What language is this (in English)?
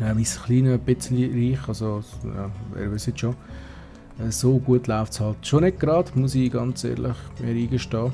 Swiss German